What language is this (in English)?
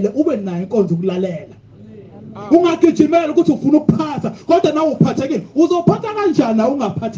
Zulu